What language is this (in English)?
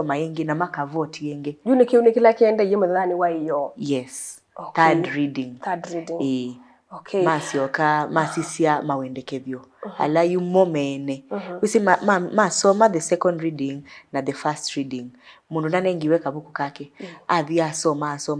Kamba